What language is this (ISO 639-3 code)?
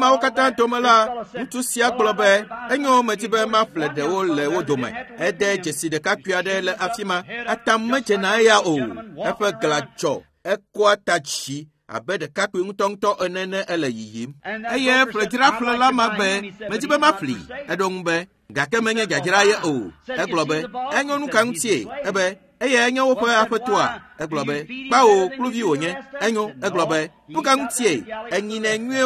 ewe